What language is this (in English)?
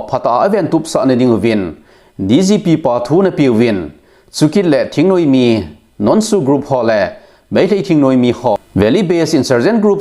Thado Chin